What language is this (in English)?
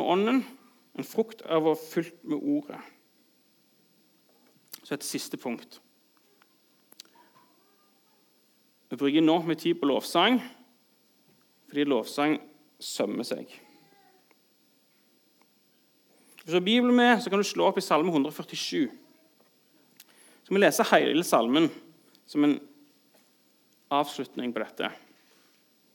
Norwegian